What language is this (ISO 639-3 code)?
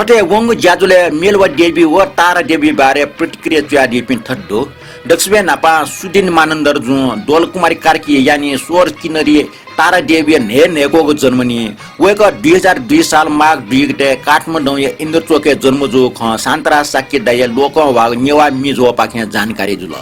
new